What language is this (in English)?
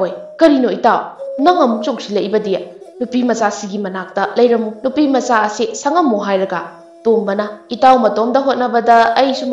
Manipuri